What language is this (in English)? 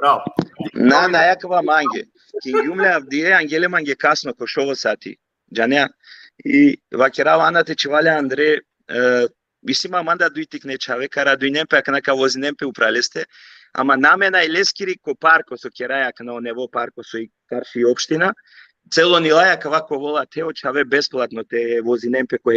Balkan Romani